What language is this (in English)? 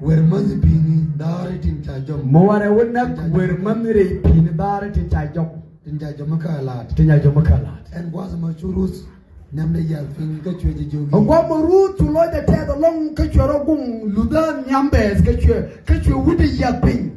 Nuer